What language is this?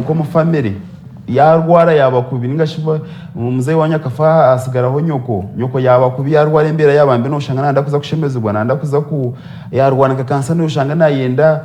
Nyankole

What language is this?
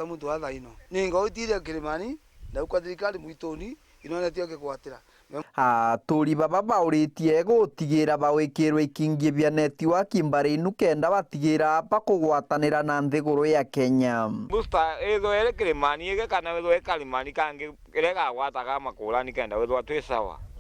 Meru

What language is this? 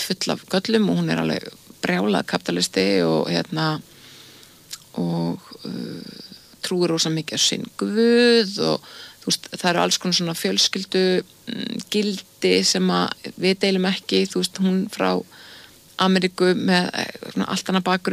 Icelandic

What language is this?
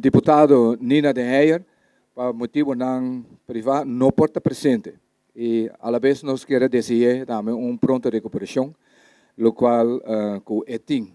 Papiamento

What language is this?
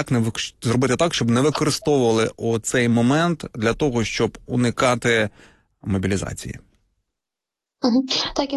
Ukrainian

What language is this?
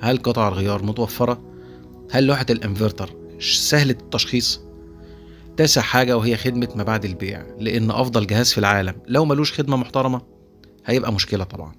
Egyptian Arabic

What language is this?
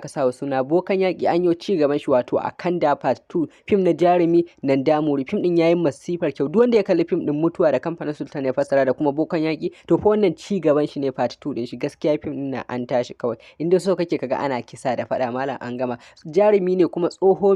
Hausa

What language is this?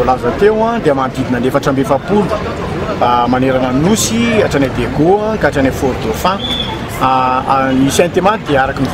Malagasy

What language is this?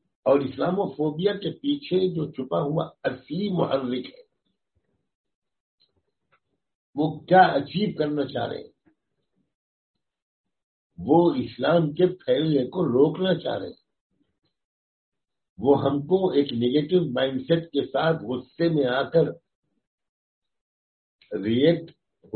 Urdu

